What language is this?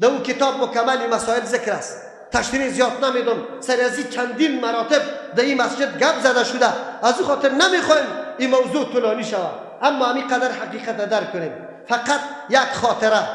Persian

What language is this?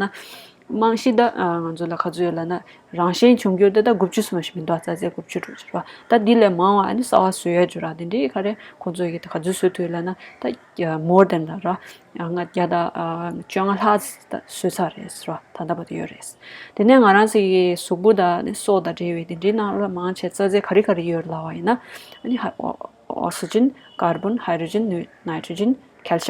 Tibetan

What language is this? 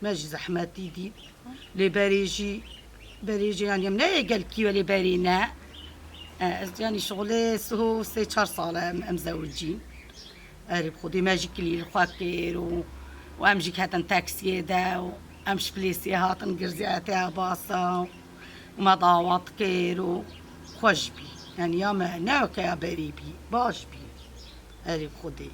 Kurdish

